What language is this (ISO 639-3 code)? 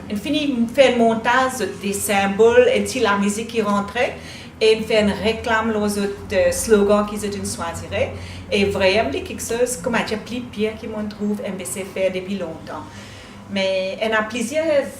mfe